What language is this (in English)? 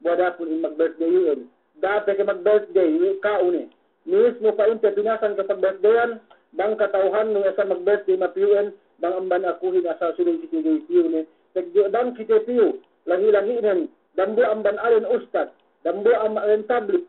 Yakan